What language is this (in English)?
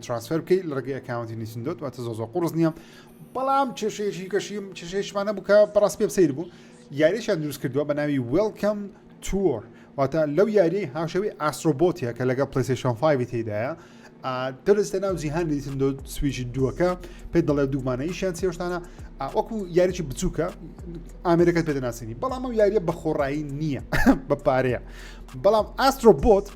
Central Kurdish